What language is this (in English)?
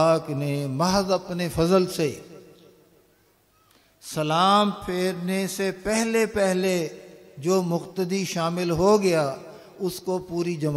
Urdu